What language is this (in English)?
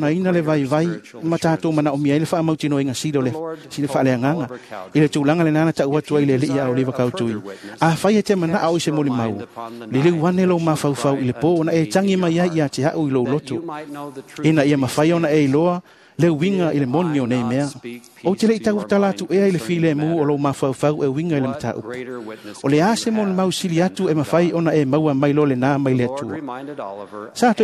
Samoan